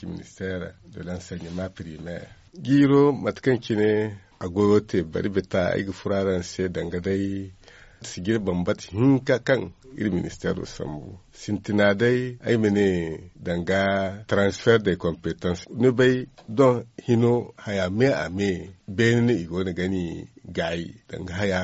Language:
Zarma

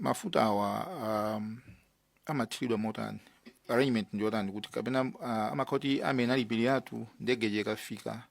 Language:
Nyanja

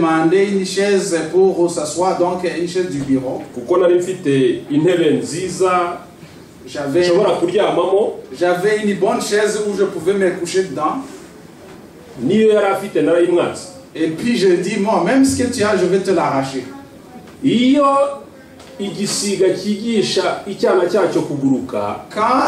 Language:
Kinyarwanda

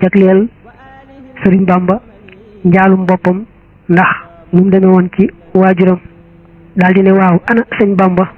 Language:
Wolof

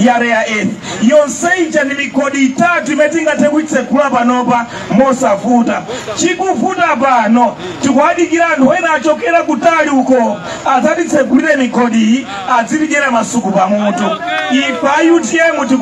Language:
Nyanja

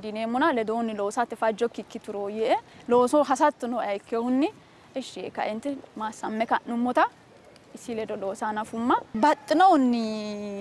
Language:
Sidamo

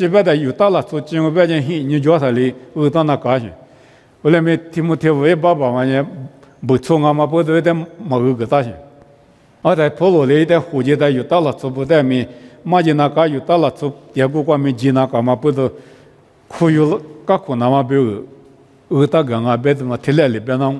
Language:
Lisu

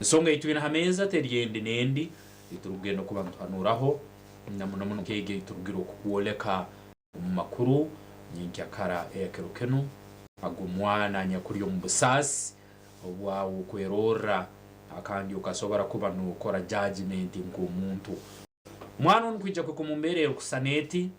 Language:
Nyankole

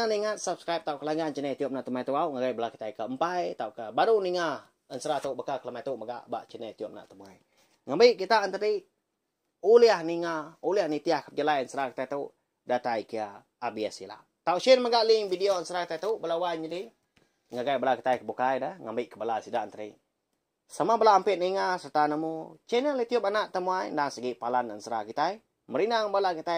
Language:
Iban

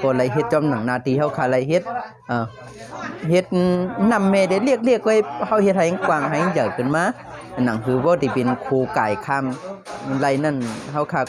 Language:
Shan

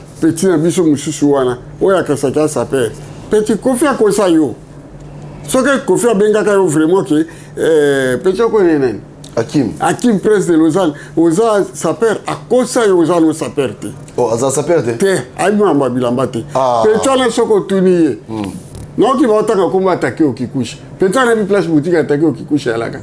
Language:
Lingala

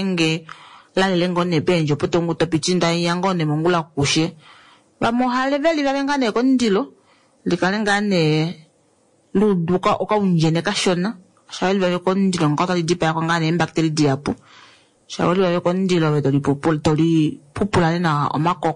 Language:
Kuanyama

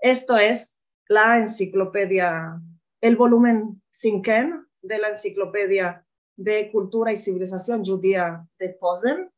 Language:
Ladino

